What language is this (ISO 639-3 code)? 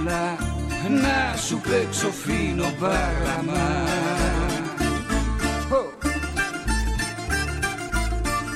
ell